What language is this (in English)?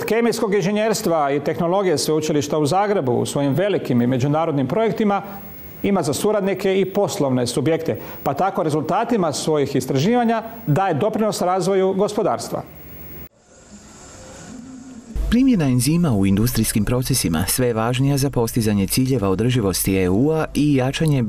Croatian